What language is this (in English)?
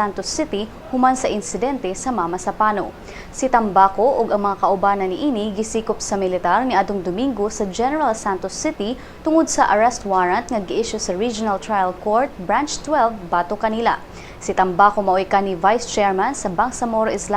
Cebuano